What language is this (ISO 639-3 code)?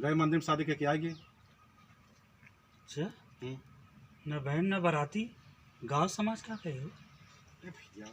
awa